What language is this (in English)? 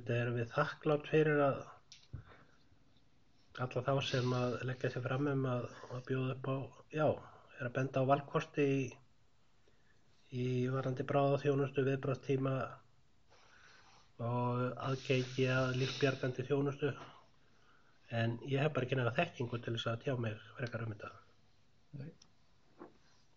Icelandic